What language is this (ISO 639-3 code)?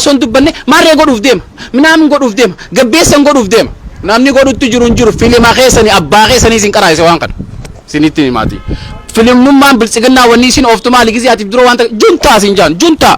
orm